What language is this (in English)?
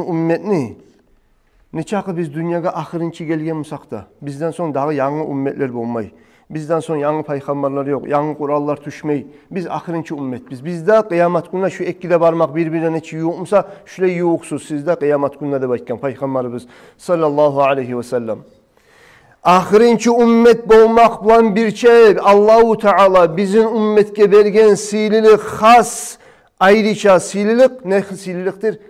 Kumyk